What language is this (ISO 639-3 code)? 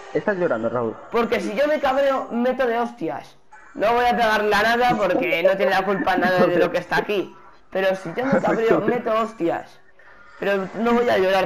spa